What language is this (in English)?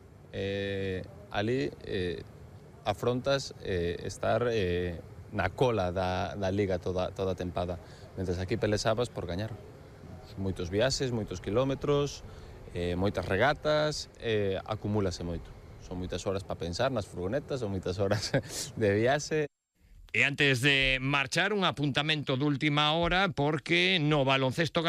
Galician